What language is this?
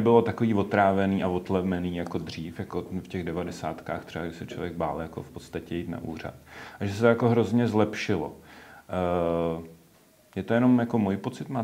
Czech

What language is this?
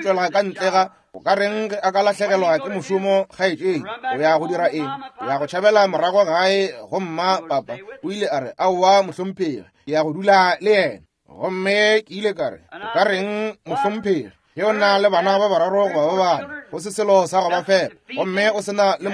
Northern Sotho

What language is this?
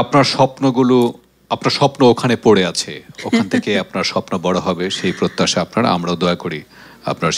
Bangla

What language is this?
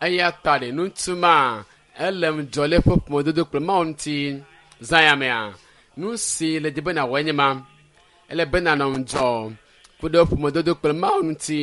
Ewe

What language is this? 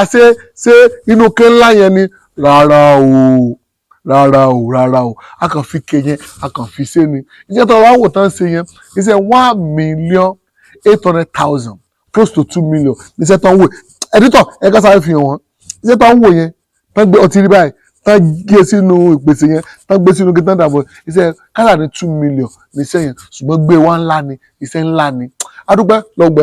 Yoruba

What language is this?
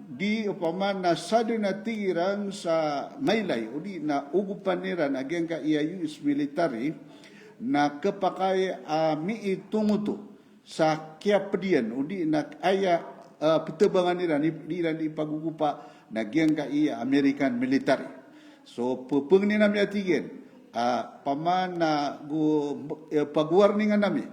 Maranao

